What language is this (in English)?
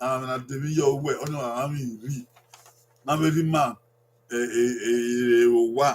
Bini